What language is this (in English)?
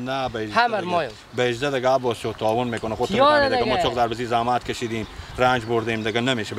Persian